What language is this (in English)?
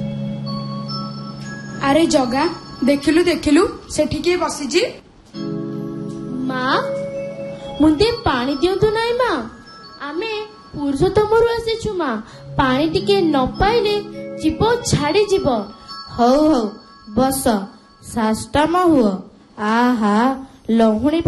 Odia